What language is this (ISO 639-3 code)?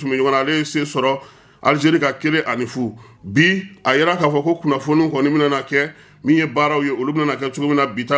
bam